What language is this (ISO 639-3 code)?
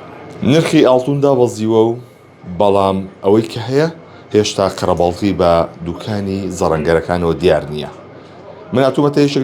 ckb